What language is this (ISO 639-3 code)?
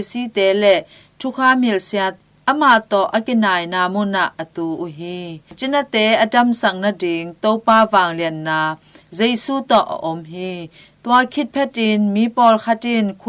ctd